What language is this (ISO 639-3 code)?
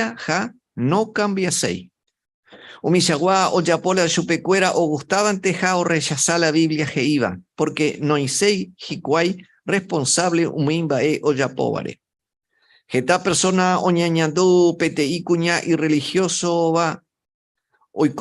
grn